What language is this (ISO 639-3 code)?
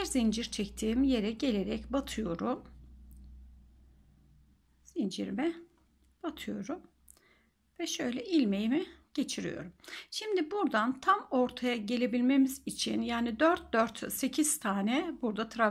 tur